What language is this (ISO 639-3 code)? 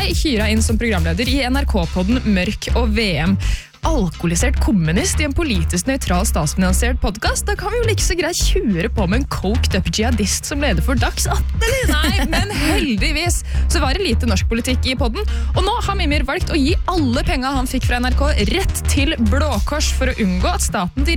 nor